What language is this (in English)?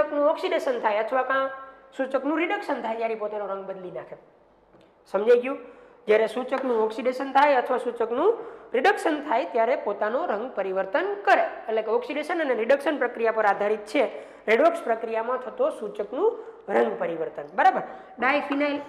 Gujarati